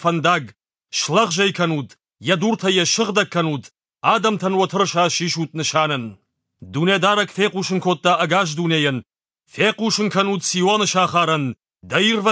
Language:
Ossetic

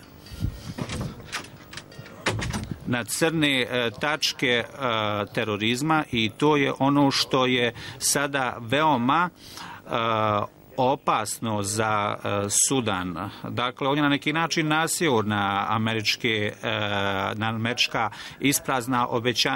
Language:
Bosnian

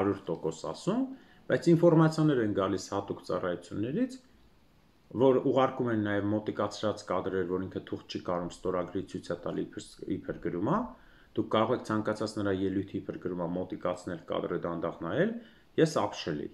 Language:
Armenian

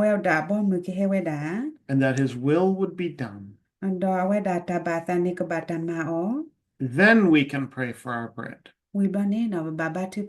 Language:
S'gaw Karen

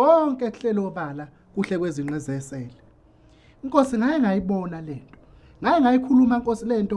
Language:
Zulu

